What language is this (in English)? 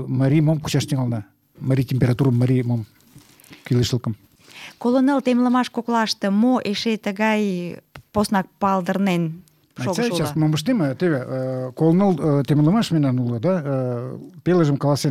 Mari